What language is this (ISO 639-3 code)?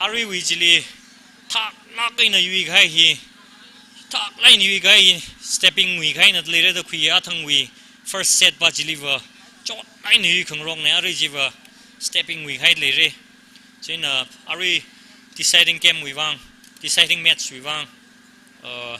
nmf